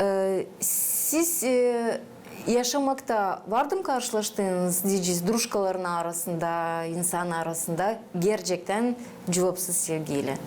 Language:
Gagauz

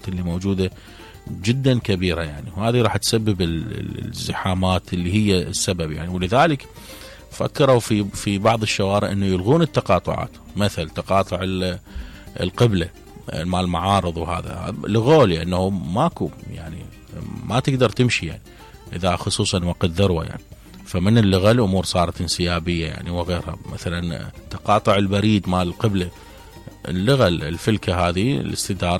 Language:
Mesopotamian Arabic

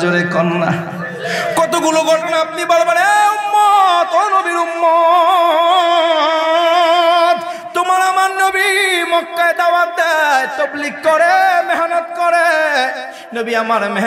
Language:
Bangla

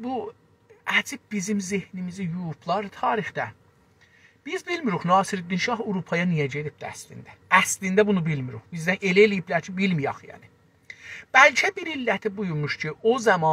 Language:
South Azerbaijani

